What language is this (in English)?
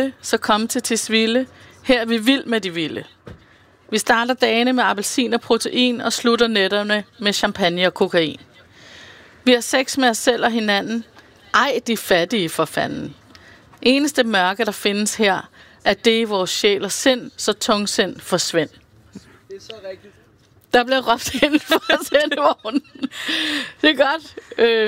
Danish